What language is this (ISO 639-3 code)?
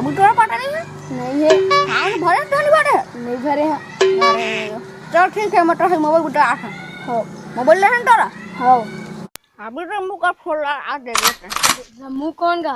hne